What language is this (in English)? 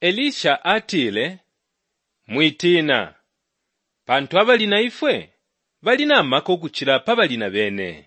Bemba